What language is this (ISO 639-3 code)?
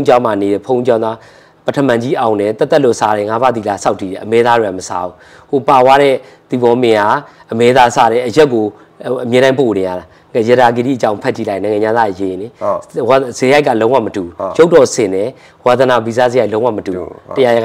mya